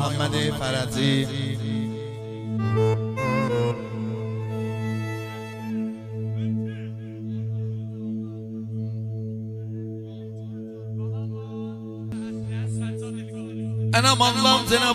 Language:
Turkish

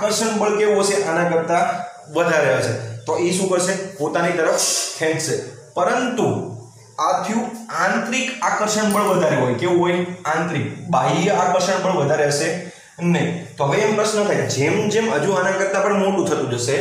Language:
Gujarati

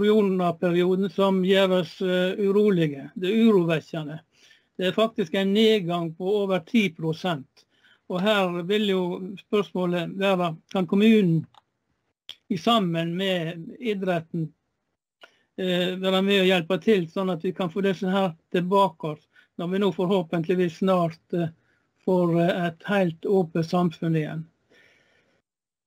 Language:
Norwegian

